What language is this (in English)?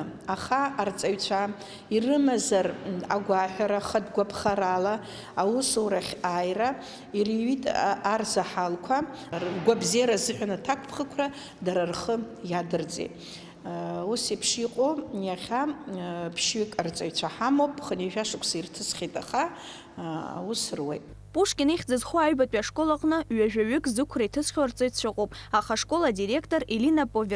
Abkhazian